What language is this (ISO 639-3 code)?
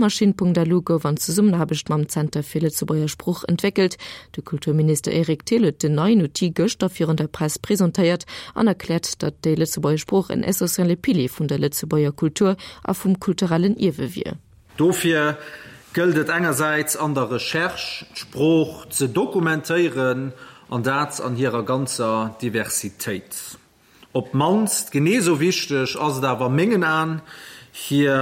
ltz